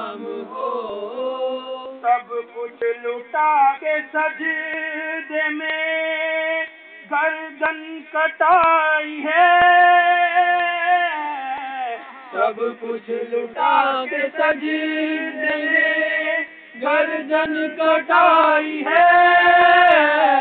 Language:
Urdu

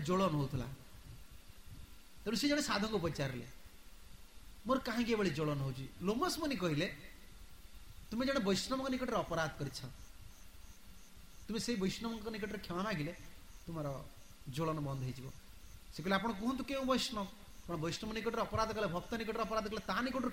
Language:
Odia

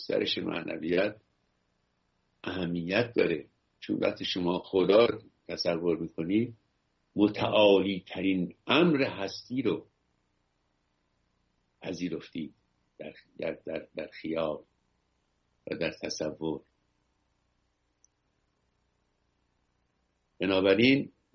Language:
Persian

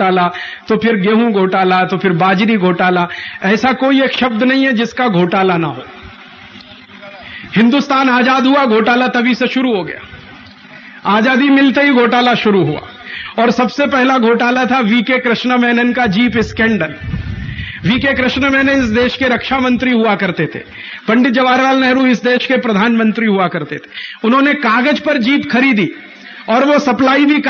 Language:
Hindi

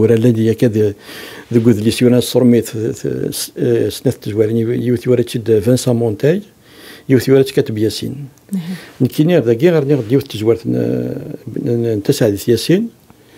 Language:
Kabyle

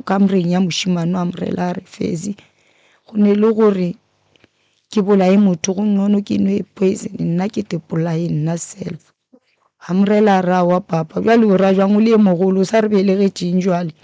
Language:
Northern Sotho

